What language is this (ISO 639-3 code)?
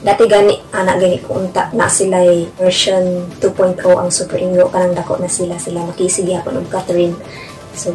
ceb